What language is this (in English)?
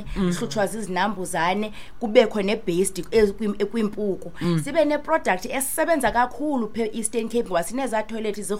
Xhosa